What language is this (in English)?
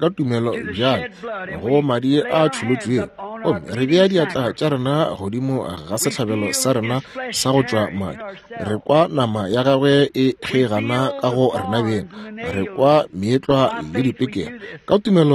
Northern Sotho